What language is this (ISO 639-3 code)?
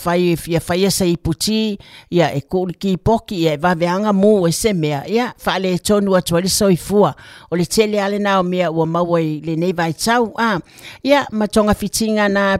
smo